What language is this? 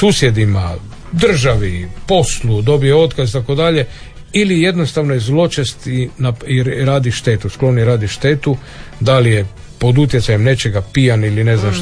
Croatian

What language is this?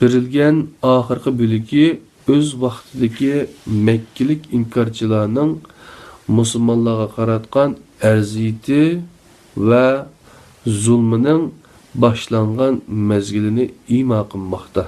Uyghur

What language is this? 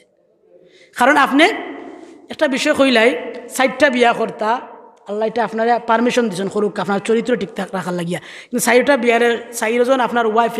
Sylheti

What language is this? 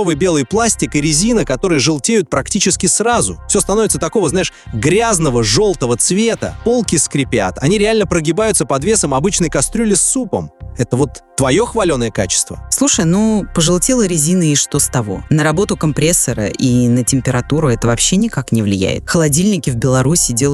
Russian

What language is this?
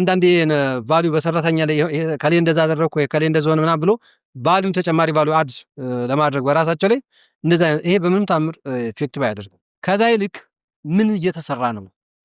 Amharic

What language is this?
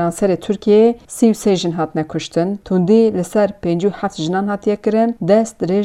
Kurdish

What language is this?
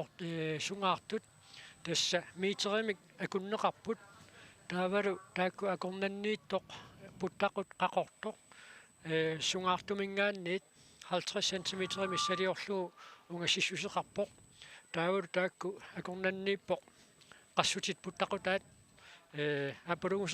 Kalaallisut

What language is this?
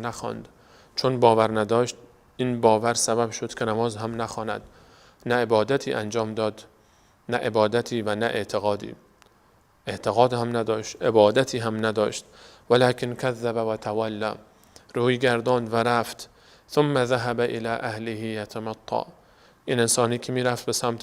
Persian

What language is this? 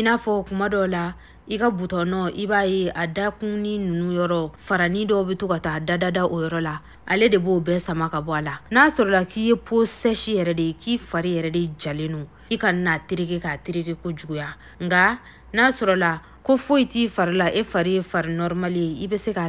Bambara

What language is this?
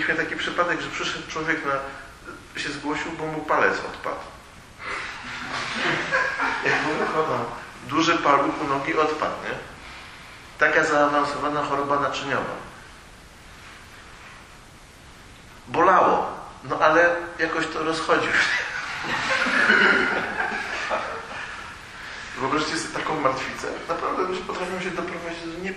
Polish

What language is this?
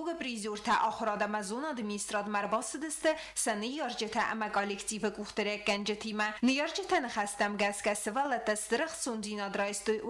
Ossetic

